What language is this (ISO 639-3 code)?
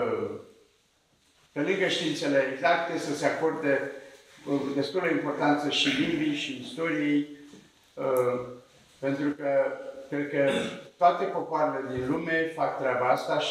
ron